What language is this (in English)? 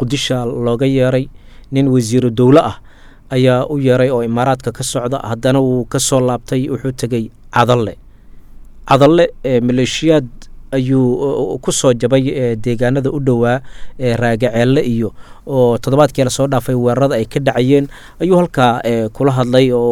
Somali